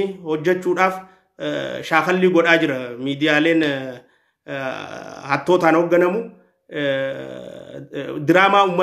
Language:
Oromo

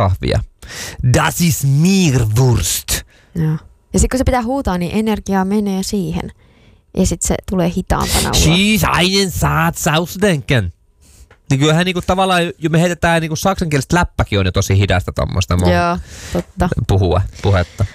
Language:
Finnish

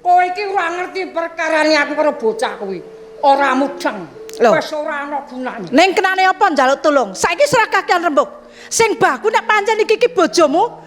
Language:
Javanese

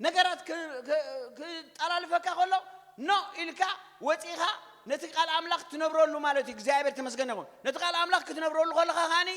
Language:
Tigrinya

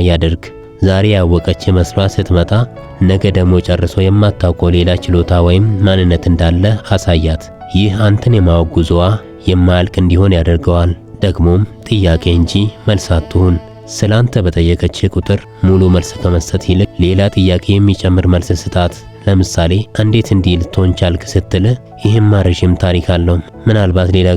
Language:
Amharic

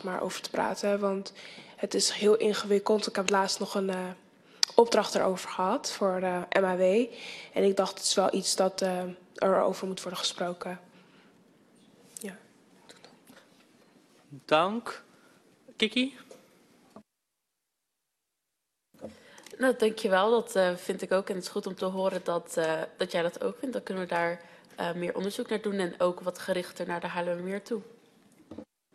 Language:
Dutch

